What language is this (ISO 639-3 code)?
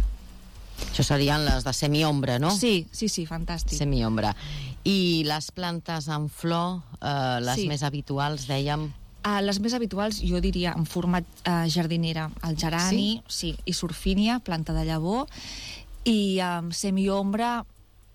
cat